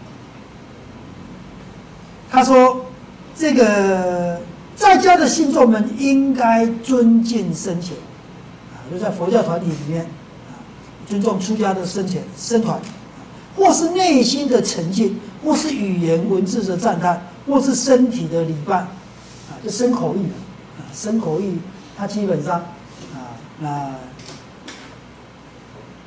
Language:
Chinese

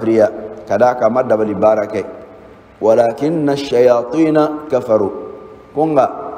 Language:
Bambara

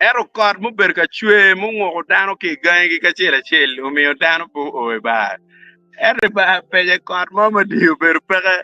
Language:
Acoli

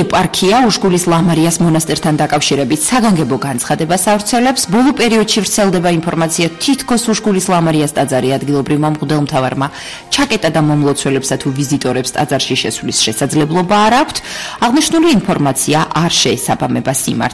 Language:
Georgian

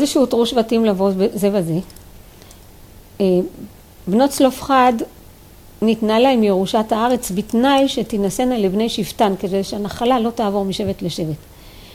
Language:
Hebrew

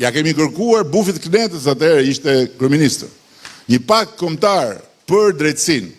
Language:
Albanian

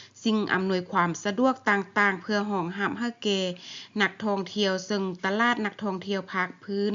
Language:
Lao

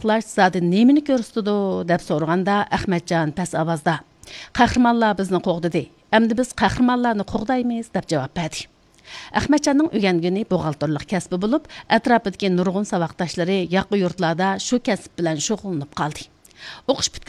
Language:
Uyghur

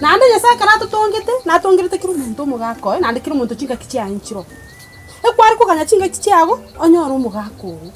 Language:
Gusii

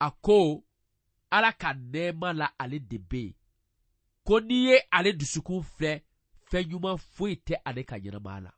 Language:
Bambara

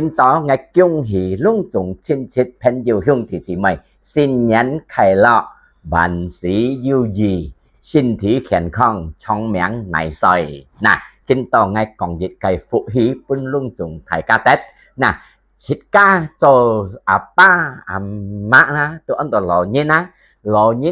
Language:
Hakka Chinese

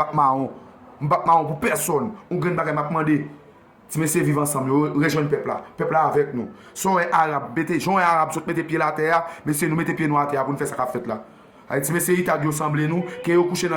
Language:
Haitian Creole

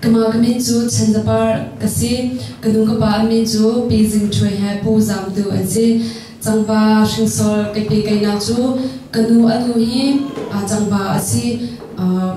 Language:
Hakha Chin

